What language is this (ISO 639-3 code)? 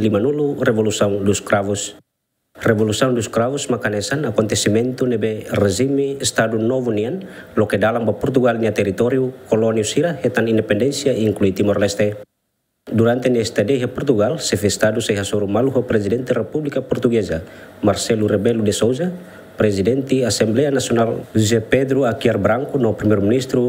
tet